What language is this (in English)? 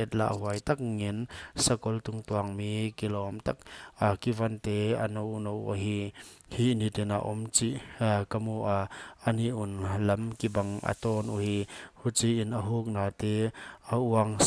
Paite Chin